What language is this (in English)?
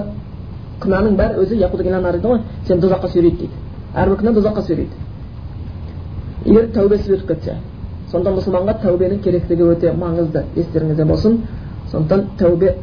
Kazakh